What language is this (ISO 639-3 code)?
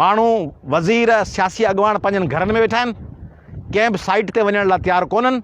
snd